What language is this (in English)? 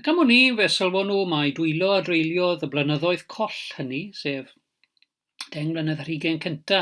Welsh